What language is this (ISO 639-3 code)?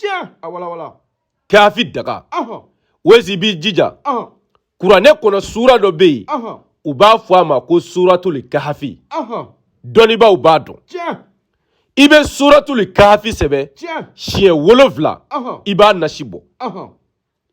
bam